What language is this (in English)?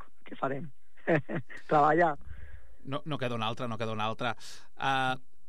Catalan